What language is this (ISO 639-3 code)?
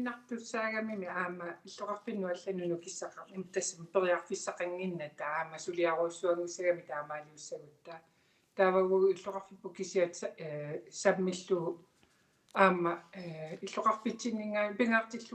kal